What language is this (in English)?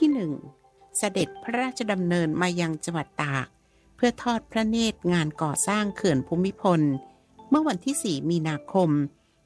Thai